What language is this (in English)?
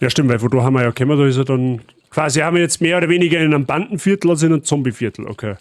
Bavarian